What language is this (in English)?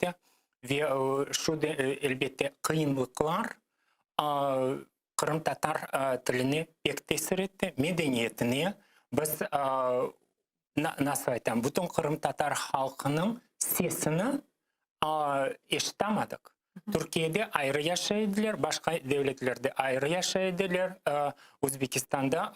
Crimean Tatar